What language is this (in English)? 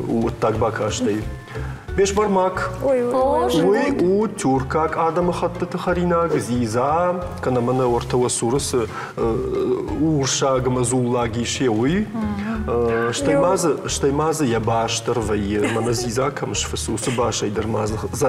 Ossetic